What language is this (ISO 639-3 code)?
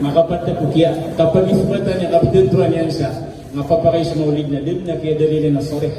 mrw